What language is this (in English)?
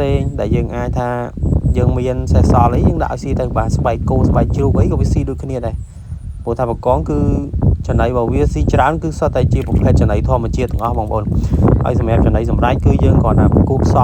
Khmer